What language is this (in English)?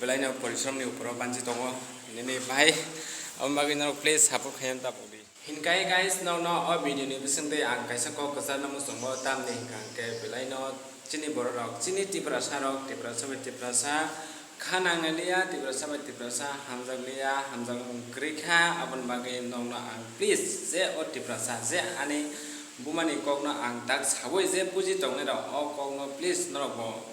Kok Borok